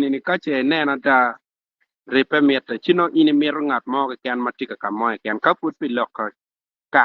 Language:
Acoli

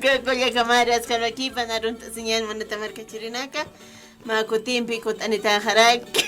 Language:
Aymara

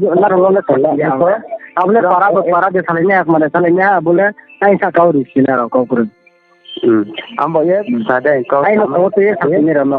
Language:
Riang (India)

